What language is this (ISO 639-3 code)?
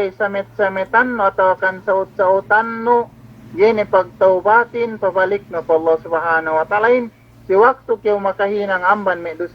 yka